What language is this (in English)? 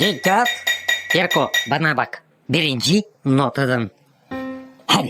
Gagauz